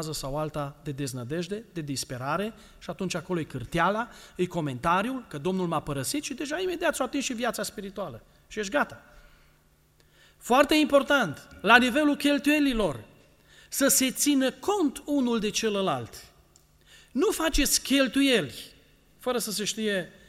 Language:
Romanian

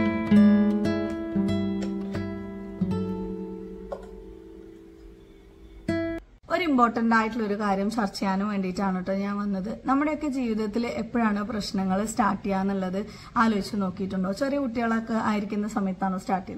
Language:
Malayalam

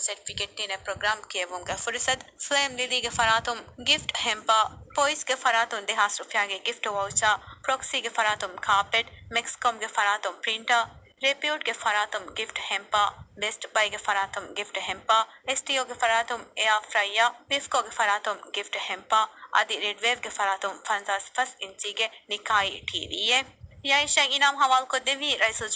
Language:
Divehi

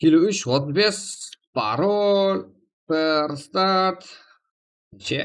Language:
Kara-Kalpak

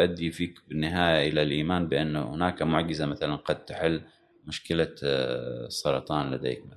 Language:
Gulf Arabic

